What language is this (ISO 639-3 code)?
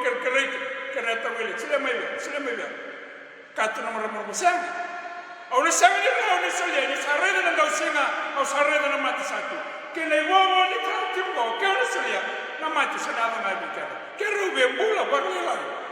fij